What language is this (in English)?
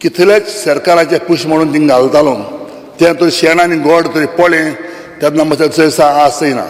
Konkani